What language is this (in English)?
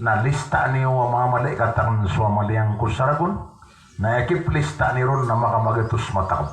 Maranao